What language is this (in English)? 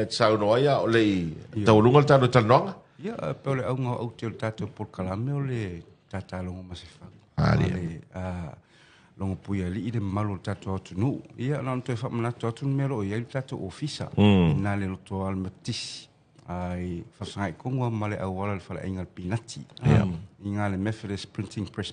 Samoan